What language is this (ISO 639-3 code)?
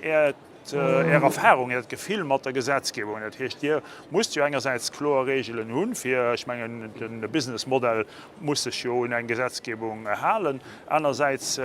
ltz